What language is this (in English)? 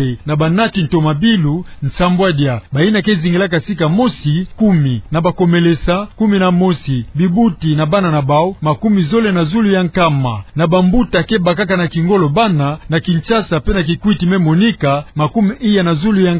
Kituba (Democratic Republic of Congo)